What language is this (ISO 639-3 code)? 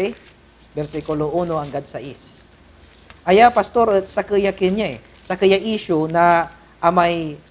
pag